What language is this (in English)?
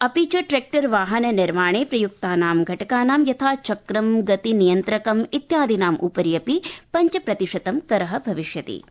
Sanskrit